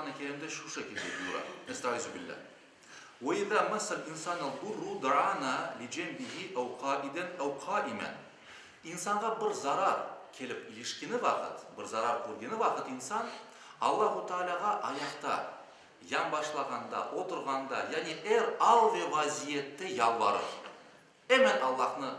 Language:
Crimean Tatar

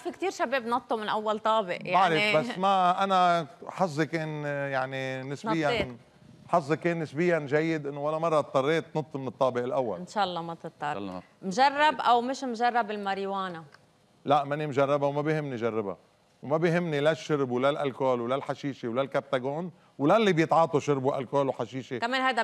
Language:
North Levantine Arabic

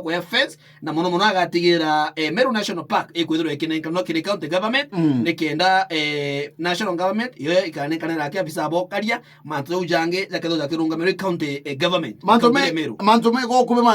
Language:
Meru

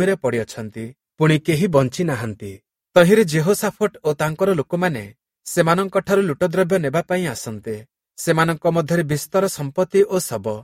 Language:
Odia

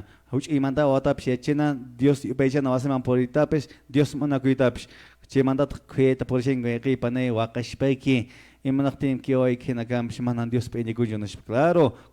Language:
Quechua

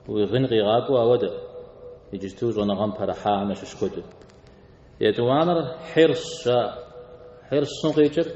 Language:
Kabardian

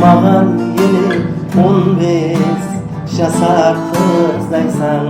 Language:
Kara-Kalpak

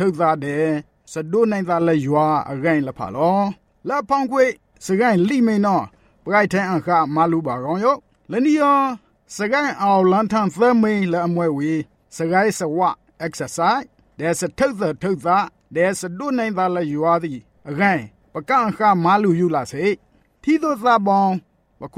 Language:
Burmese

